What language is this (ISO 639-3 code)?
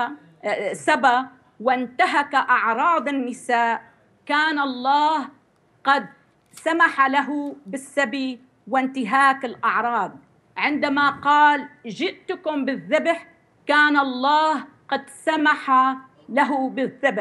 ara